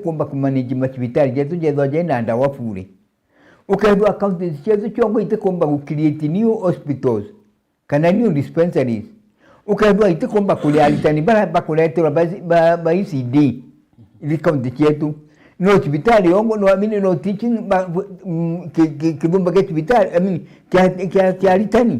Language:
Meru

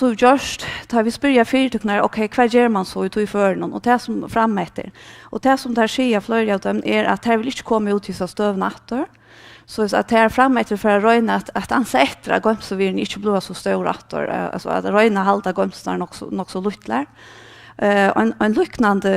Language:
Faroese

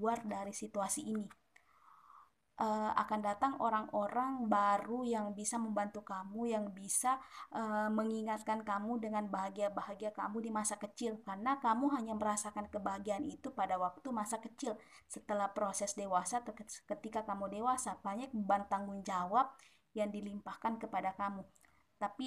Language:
Indonesian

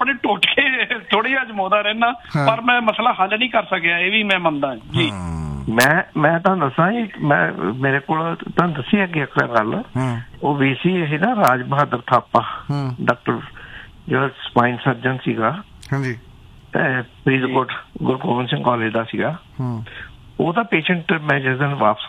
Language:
Punjabi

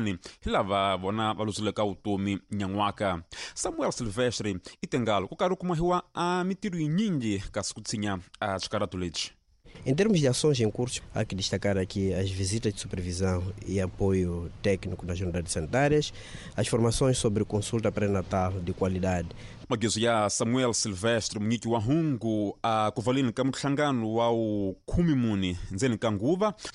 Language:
Tsonga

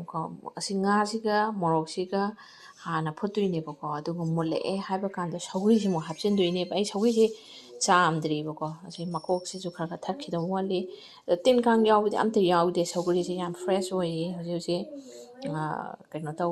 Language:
Manipuri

